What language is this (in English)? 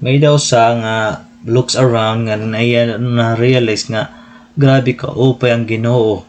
Waray